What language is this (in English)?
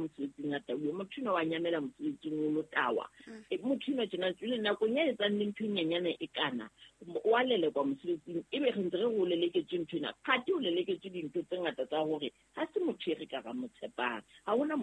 Southern Sotho